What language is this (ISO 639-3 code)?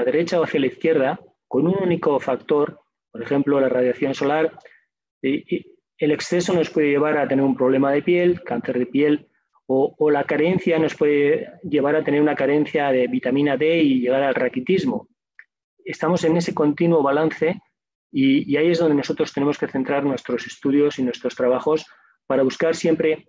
spa